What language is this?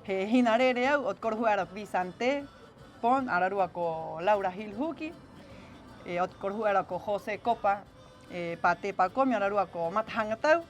Rapanui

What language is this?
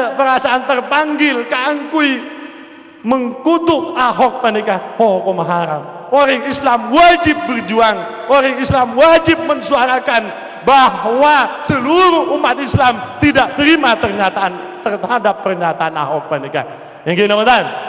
Madurese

